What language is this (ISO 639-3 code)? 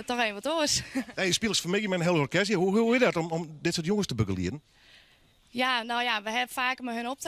fry